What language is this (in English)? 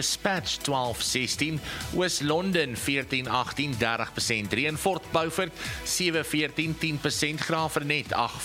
Afrikaans